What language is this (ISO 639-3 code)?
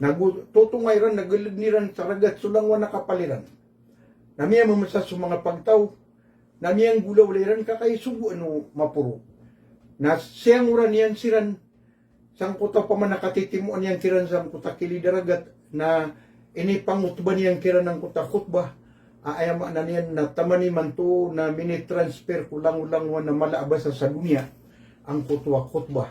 mrw